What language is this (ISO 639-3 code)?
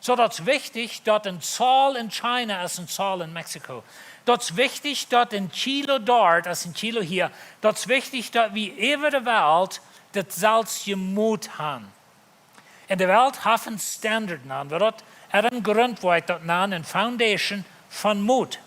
pdt